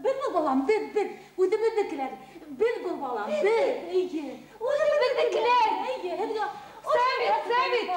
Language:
Bashkir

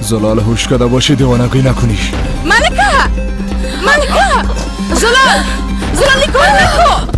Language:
Persian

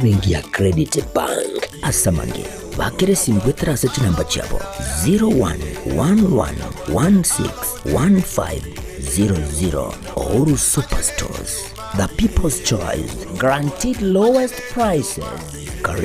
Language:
Gusii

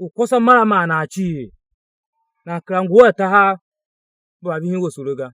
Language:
Tiv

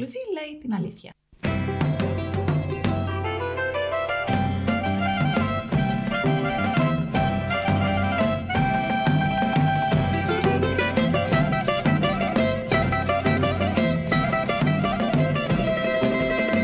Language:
Greek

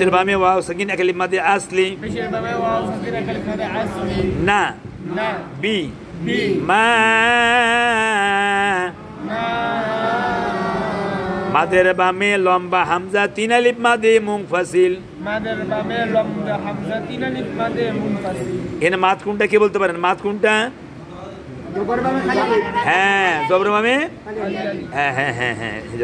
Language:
Bangla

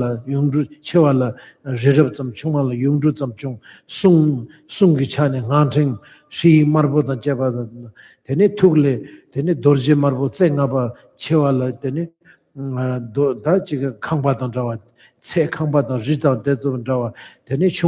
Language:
Tibetan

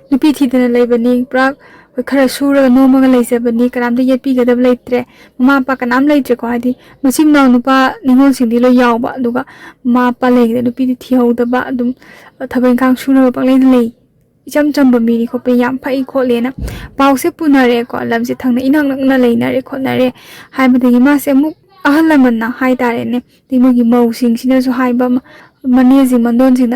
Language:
Manipuri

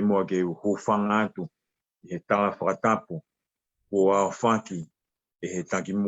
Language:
Tongan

